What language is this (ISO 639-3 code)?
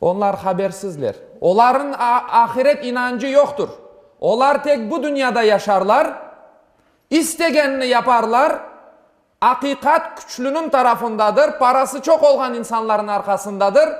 crh